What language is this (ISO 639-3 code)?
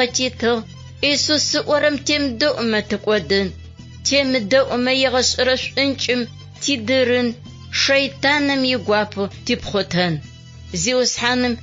ady